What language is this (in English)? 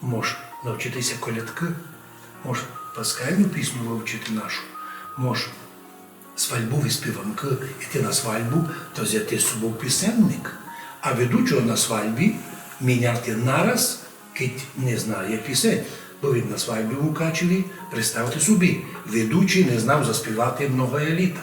Rusyn